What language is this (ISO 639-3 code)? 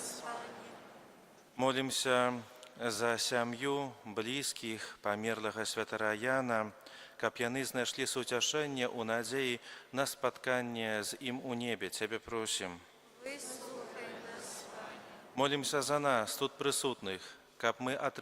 bel